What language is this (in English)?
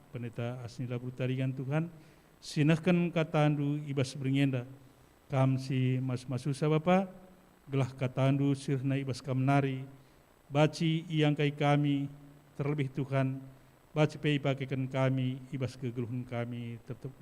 Batak Karo